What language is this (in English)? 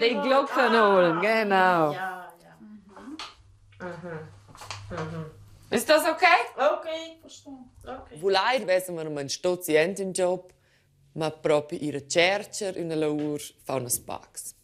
Romansh